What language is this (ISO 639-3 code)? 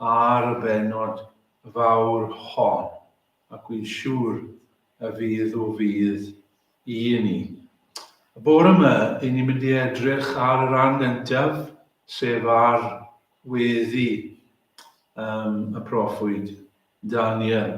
cym